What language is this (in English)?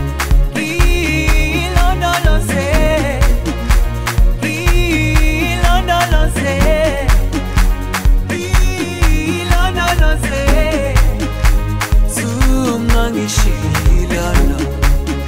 Zulu